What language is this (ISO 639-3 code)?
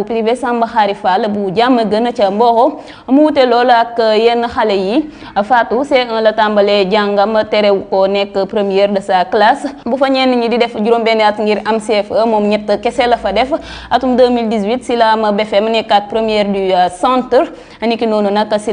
wol